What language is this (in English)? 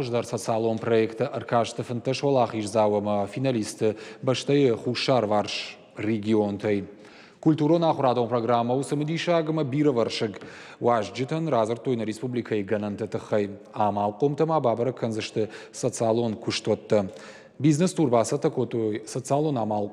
Ossetic